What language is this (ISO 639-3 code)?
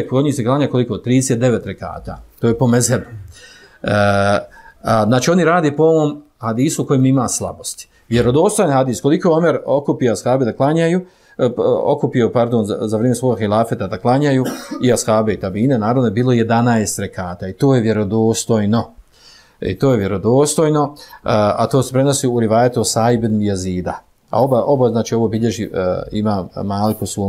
bos